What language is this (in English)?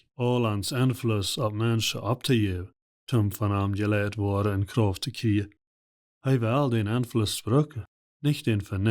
Plautdietsch